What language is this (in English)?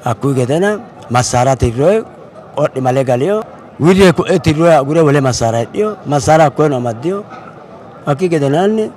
Sidamo